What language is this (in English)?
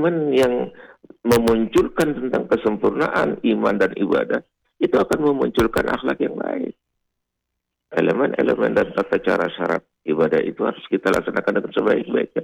Indonesian